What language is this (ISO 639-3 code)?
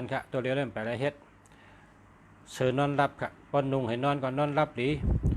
shn